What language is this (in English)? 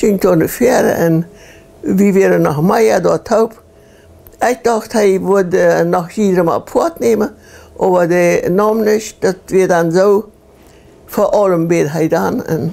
Plautdietsch